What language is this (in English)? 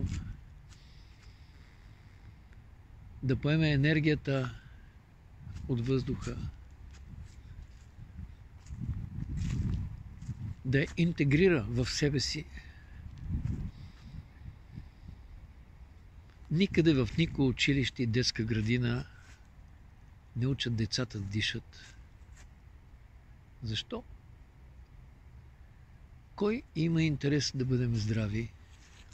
Bulgarian